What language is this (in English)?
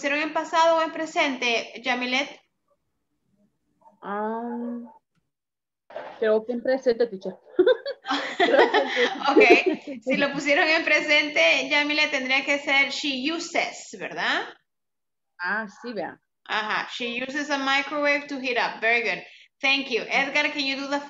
Spanish